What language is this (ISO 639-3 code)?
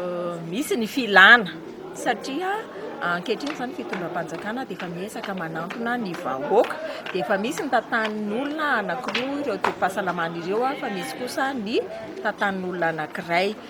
mlg